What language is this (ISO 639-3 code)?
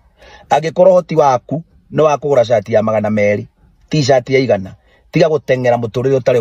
kik